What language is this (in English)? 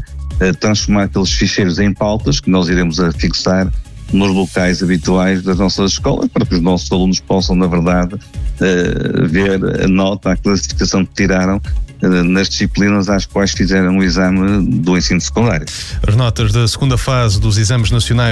Portuguese